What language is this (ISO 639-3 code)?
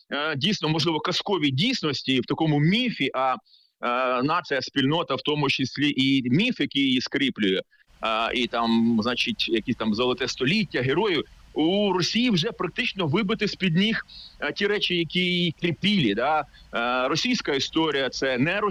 ukr